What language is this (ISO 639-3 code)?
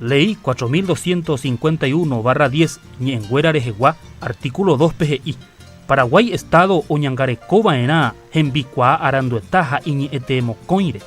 grn